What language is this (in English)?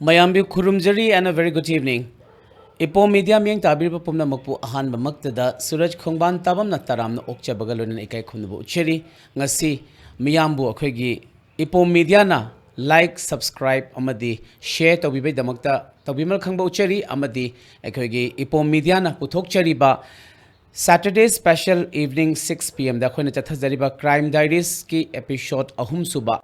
Manipuri